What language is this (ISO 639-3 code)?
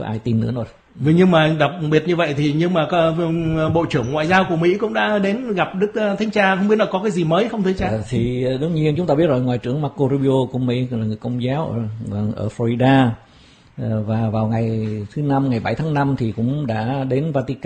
vie